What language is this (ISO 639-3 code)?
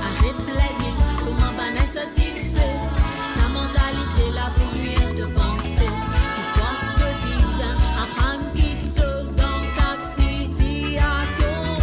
mfe